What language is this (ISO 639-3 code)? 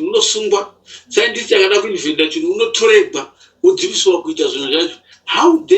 sna